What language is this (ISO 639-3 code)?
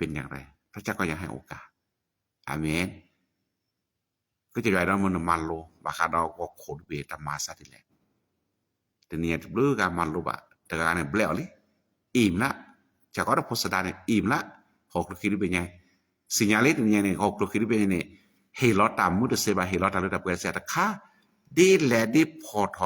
ksw